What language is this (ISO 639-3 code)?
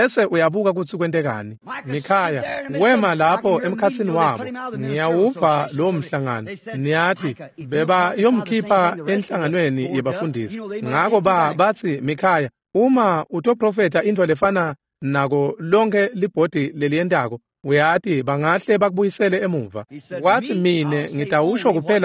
ssw